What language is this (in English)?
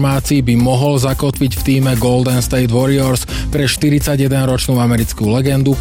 Slovak